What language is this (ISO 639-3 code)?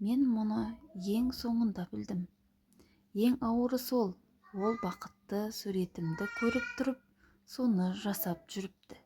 kaz